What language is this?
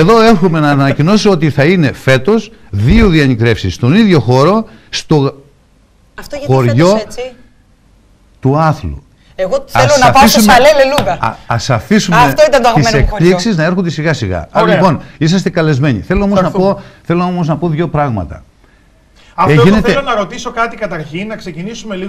Greek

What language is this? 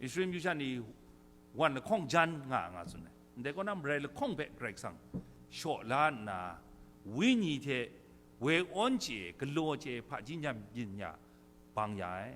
Kachin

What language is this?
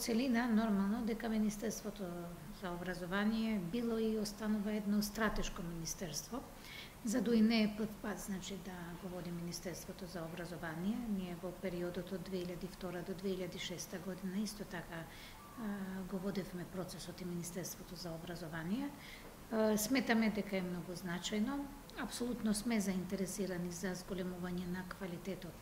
Macedonian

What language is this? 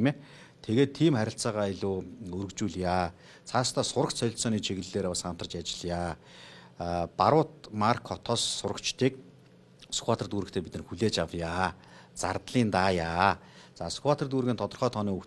Mongolian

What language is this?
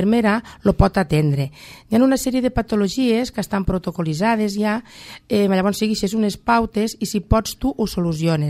Catalan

